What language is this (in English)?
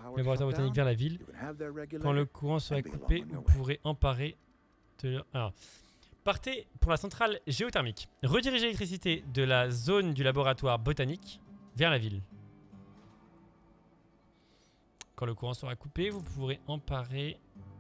French